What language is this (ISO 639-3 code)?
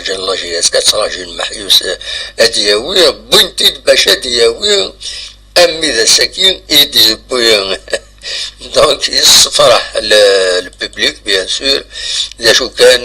kab